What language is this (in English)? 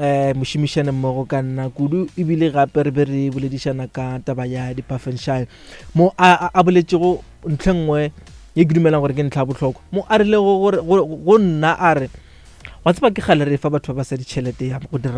Northern Sotho